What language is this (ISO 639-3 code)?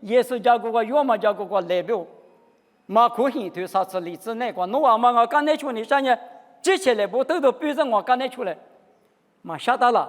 lis